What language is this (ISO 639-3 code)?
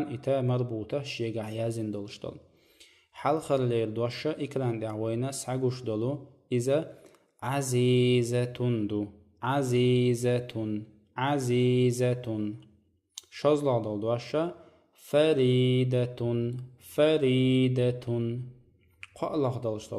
che